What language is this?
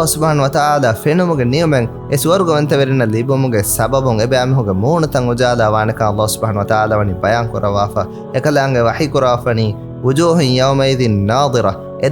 Divehi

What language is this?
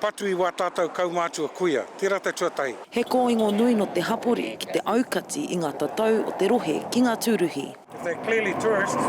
Māori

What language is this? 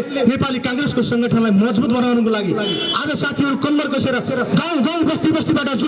Nepali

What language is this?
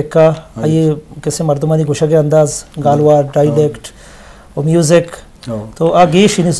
Eastern Balochi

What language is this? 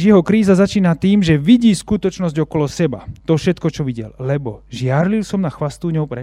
Slovak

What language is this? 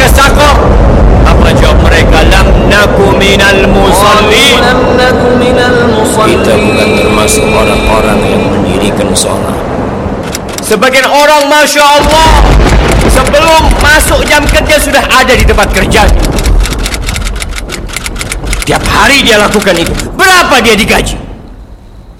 Indonesian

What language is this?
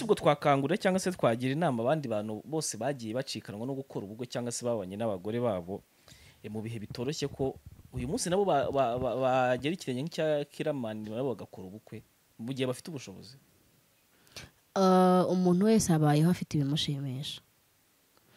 Kinyarwanda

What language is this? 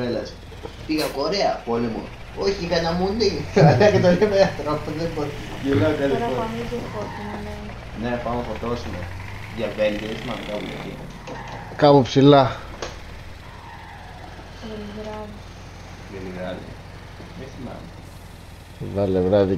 Greek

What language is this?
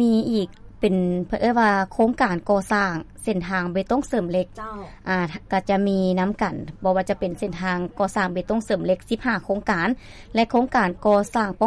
Lao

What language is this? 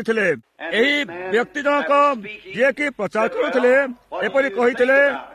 Odia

